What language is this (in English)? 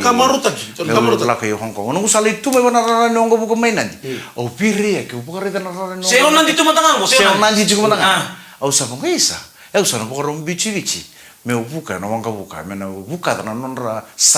Fijian